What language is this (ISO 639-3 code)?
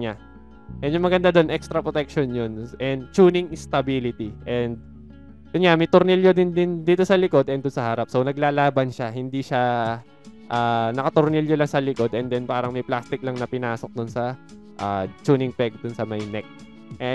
fil